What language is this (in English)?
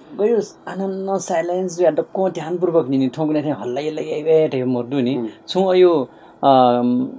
Newari